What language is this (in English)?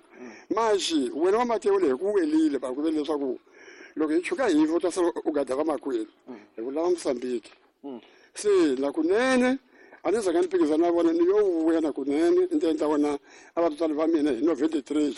Tsonga